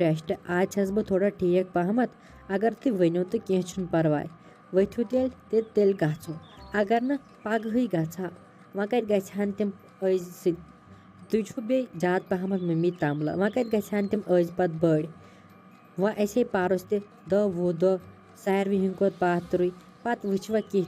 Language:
Kashmiri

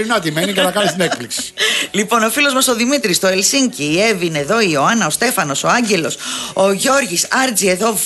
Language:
Greek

